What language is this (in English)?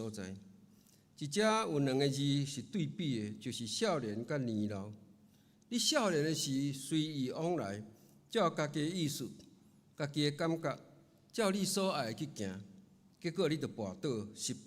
Min Nan Chinese